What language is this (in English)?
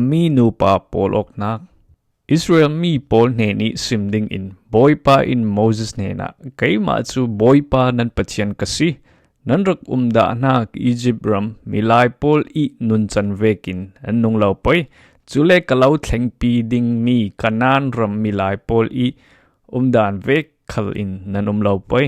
Falam Chin